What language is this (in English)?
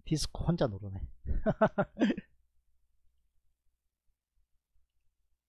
Korean